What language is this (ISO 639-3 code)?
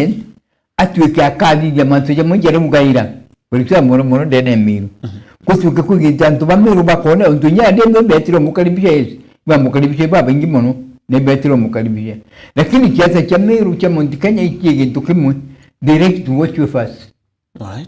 mer